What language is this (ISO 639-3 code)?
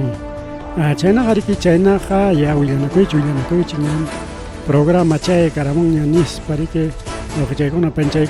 quy